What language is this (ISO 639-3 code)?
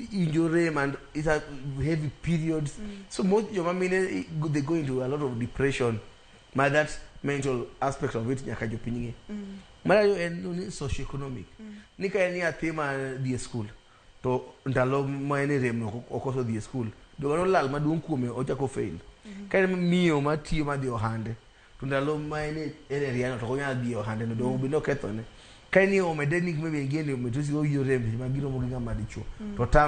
luo